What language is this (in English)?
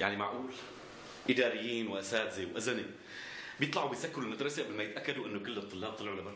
North Levantine Arabic